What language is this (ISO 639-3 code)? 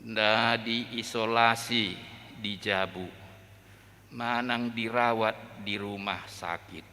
bbc